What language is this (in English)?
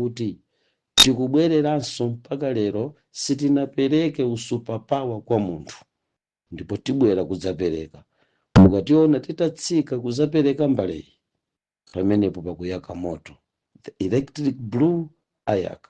Nyanja